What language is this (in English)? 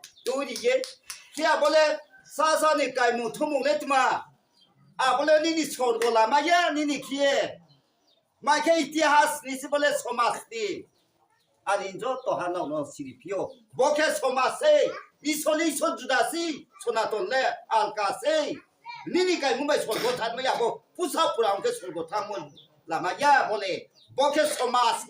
Riang (India)